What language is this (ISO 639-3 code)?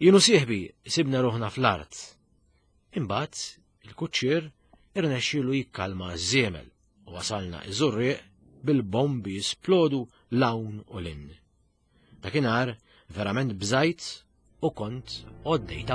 mlt